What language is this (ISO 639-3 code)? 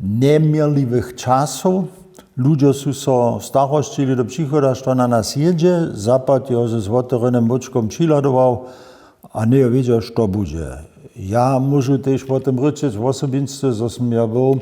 hsb